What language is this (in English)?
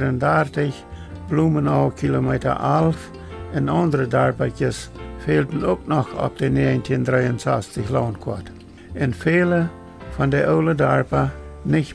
Plautdietsch